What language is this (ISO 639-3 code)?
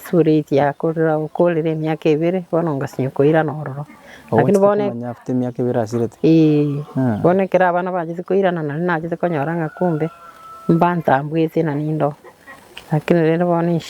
guz